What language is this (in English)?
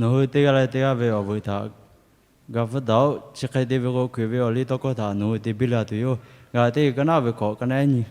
Lahu